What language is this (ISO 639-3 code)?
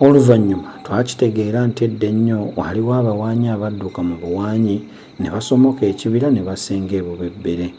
lug